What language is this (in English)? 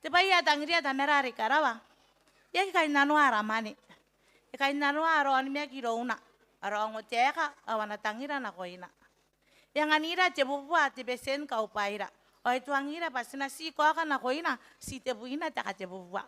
Gilbertese